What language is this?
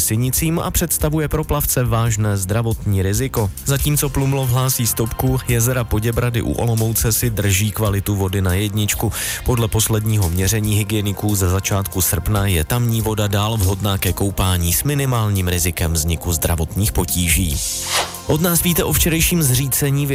Czech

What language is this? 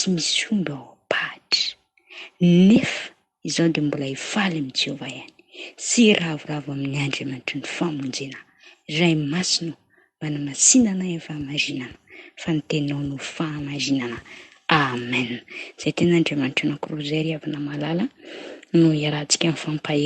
Malagasy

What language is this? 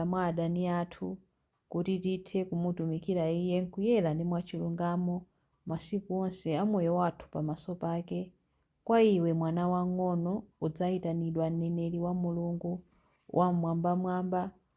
Nyanja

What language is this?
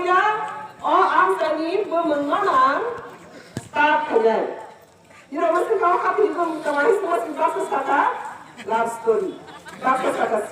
Riang (India)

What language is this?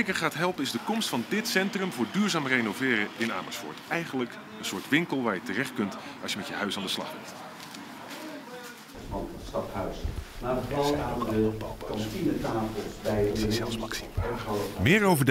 Dutch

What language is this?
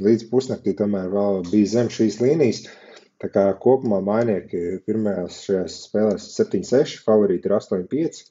Latvian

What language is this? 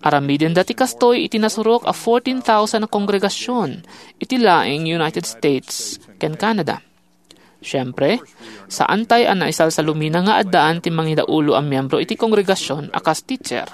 Iloko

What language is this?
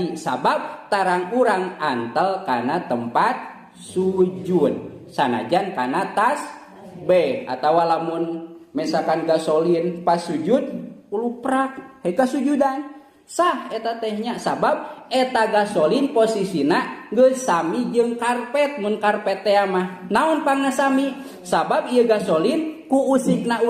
Sundanese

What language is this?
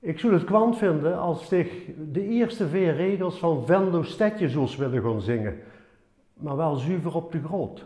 Limburgish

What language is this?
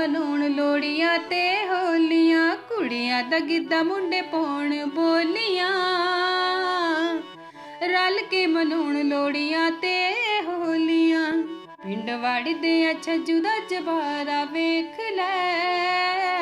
Punjabi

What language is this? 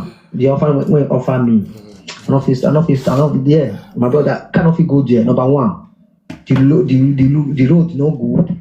Nigerian Pidgin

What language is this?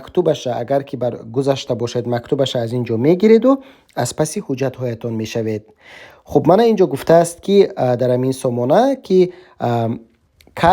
Tajik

